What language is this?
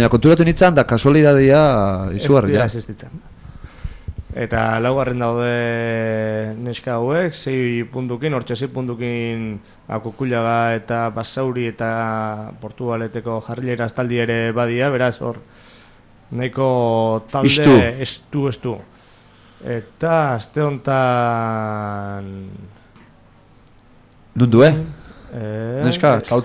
Basque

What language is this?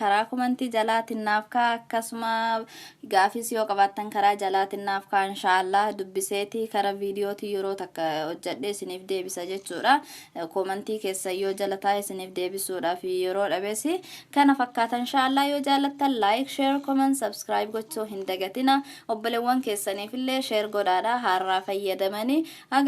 Oromo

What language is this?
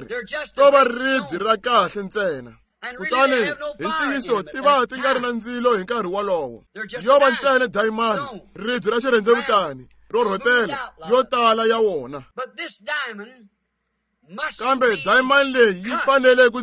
Tsonga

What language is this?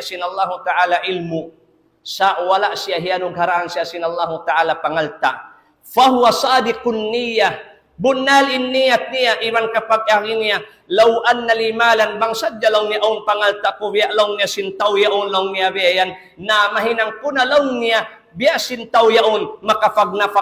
Tausug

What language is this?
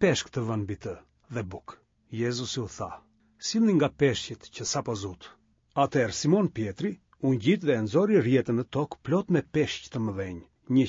Albanian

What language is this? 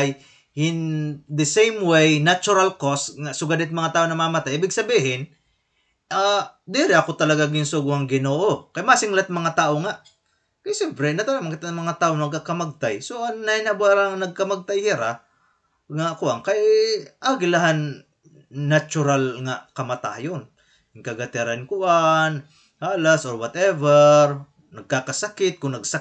Waray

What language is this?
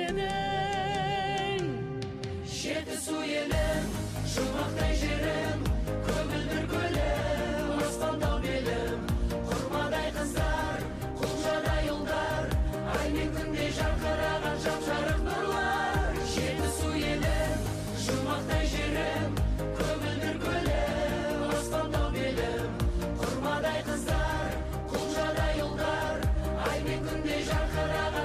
Kazakh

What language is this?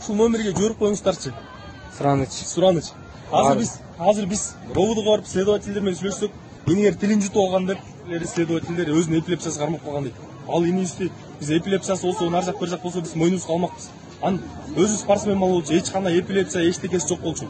Kyrgyz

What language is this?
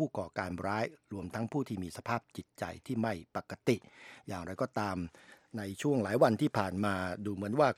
Thai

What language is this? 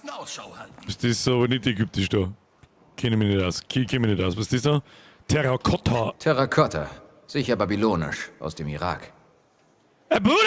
Bavarian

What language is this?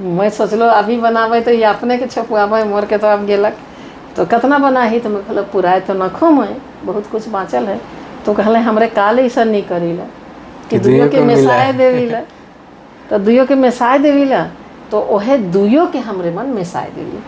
Sadri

